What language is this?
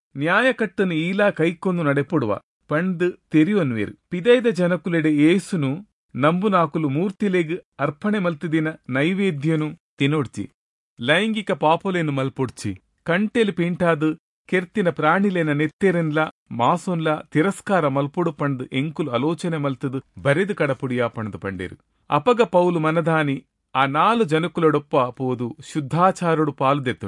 Tulu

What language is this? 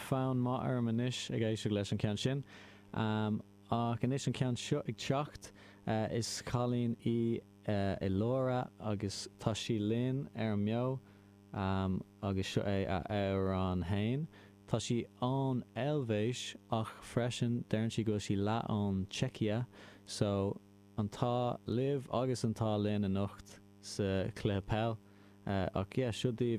Irish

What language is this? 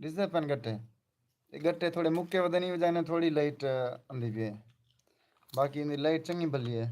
Saraiki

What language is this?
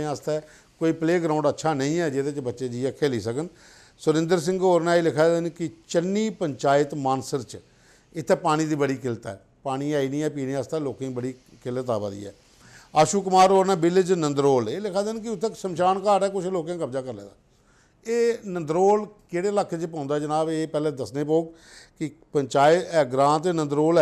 Dogri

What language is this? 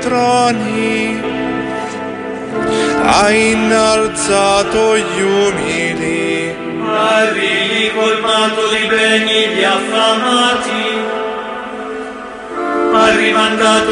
Italian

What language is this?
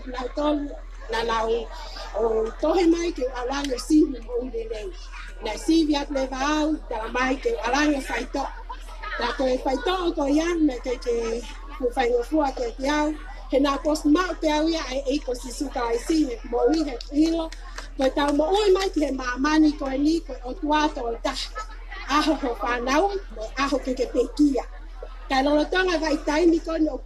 Tongan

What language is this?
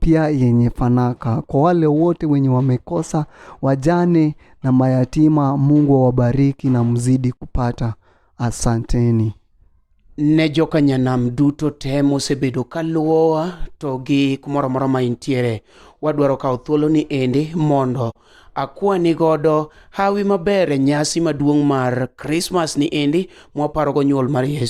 Luo (Kenya and Tanzania)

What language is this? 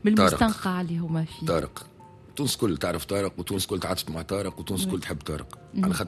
Tunisian Arabic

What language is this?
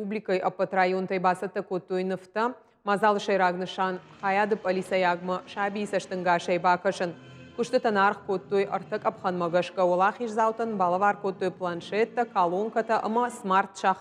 Ossetic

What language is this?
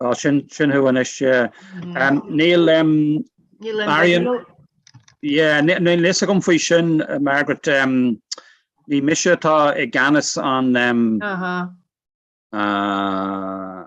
Irish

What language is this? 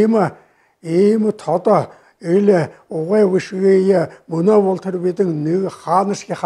Buriat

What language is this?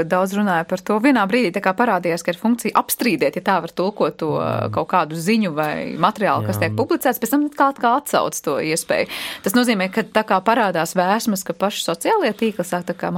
Latvian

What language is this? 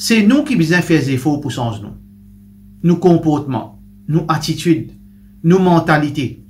Morisyen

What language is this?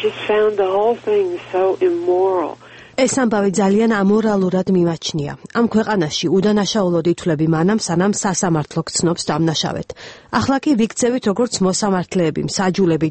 Georgian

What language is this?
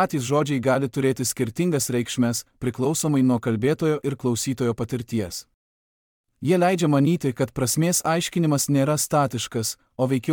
Lithuanian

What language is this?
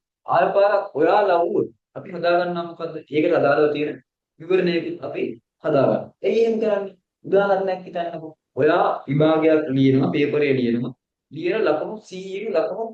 Sinhala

